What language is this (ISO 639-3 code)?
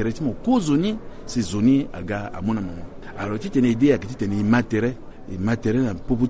sag